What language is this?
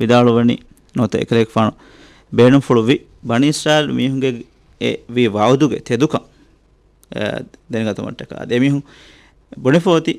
Divehi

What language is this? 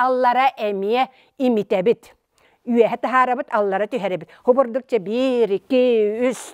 Yakut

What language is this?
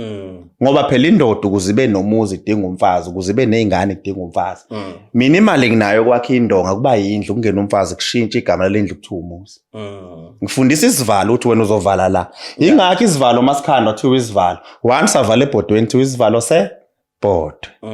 Zulu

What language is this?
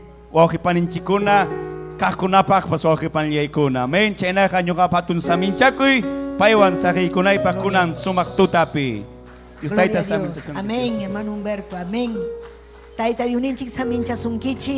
Ayacucho Quechua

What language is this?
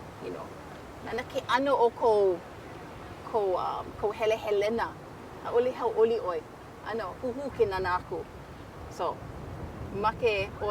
Hawaiian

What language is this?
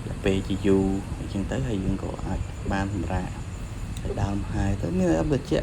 Khmer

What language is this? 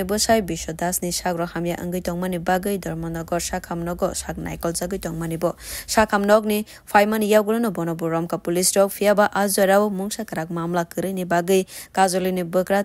Kok Borok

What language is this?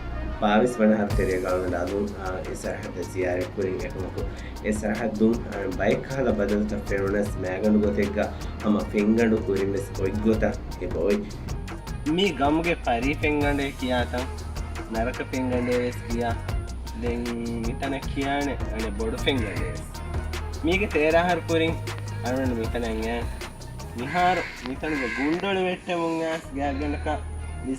Divehi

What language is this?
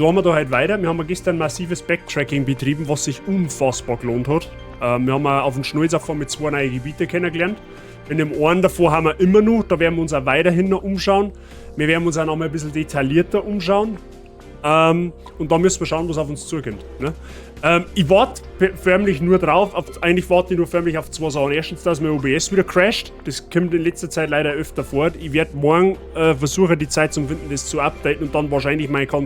Bavarian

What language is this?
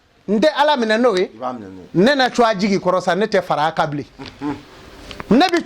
Bambara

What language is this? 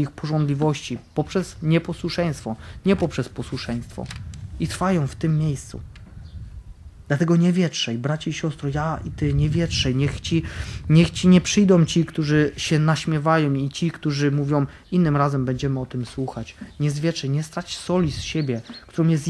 Polish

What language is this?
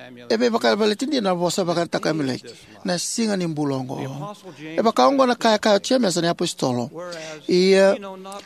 Fijian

